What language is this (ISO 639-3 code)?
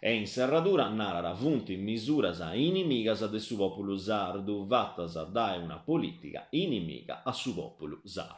srd